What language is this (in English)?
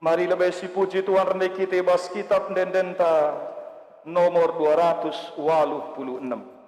Batak Karo